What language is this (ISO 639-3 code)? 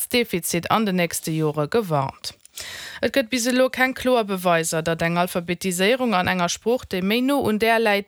ltz